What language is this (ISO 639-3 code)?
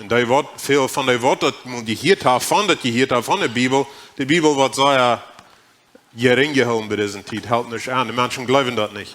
pdt